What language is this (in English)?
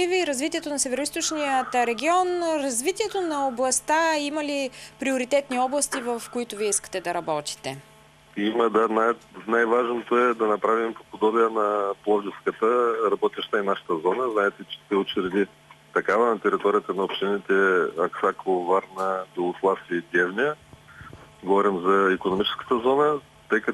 Bulgarian